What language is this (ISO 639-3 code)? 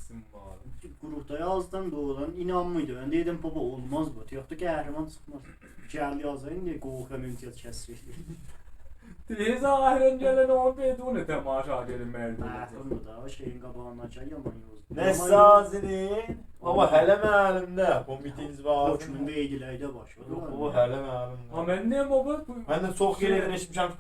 azb